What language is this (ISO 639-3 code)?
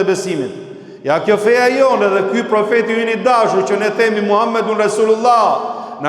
sqi